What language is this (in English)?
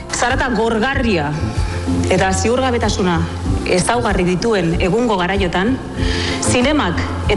Basque